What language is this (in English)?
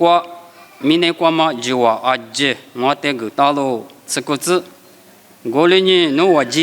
Lisu